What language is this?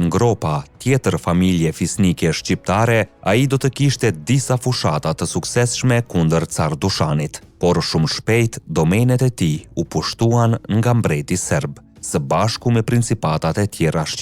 Albanian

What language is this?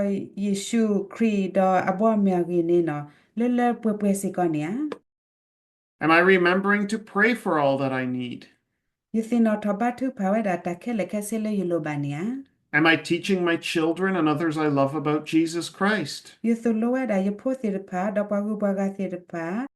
S'gaw Karen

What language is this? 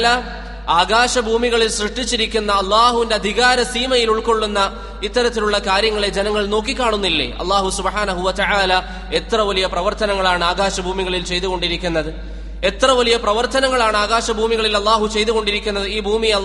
Malayalam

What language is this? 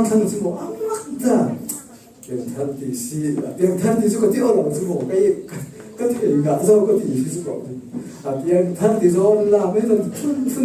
Falam Chin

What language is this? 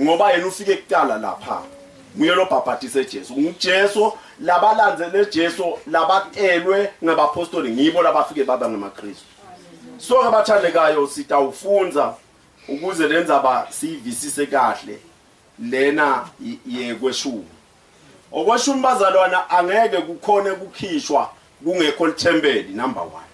Zulu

